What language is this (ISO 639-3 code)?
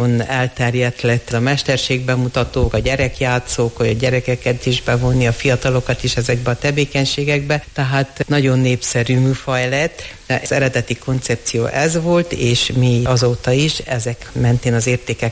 hun